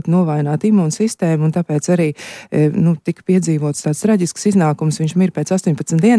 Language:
Latvian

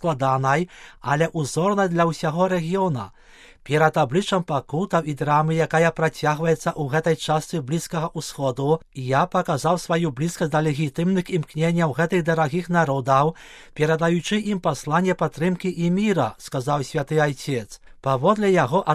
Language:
Belarusian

